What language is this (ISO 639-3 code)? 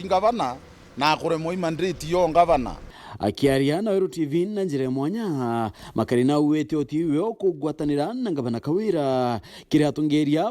mer